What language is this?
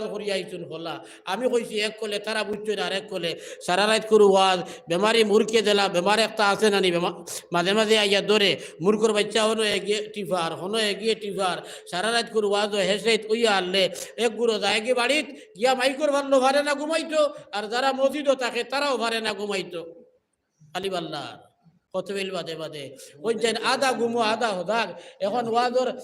Sylheti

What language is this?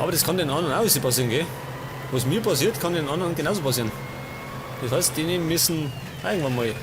Bavarian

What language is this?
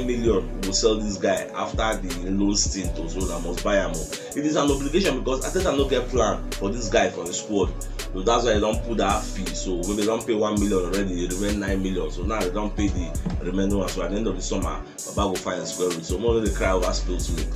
Nigerian Pidgin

